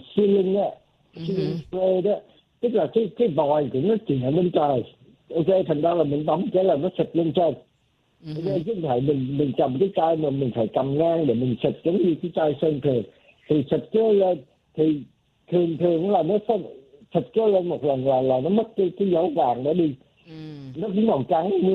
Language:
Vietnamese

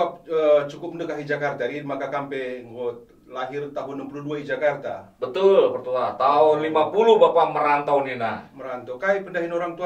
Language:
Batak Karo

